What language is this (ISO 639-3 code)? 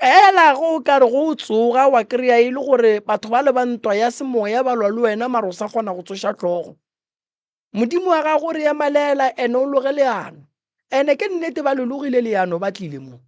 nso